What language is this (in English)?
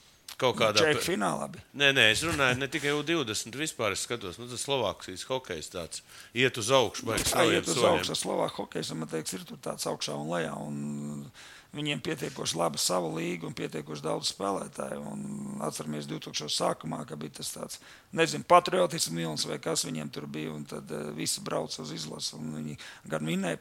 Latvian